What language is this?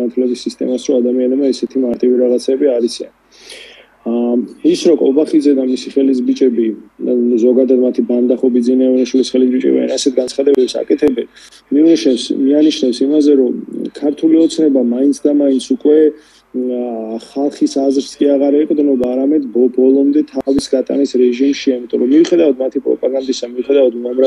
Georgian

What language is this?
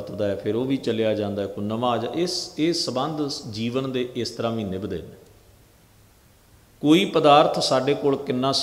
Punjabi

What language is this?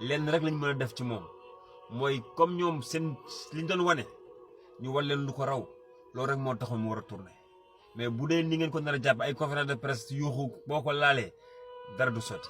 Wolof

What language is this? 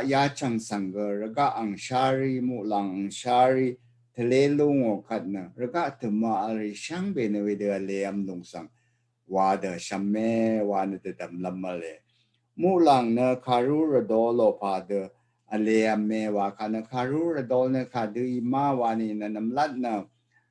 Rawang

